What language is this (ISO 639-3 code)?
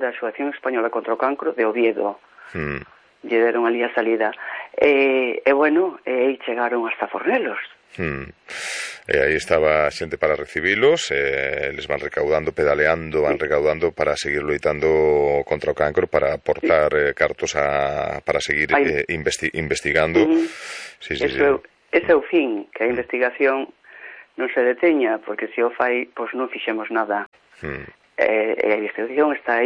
glg